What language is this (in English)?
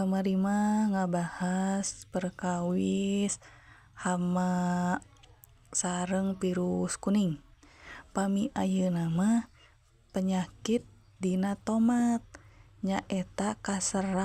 Sundanese